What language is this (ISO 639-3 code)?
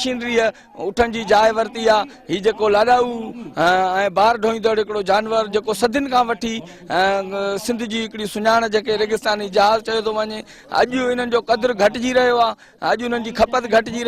snd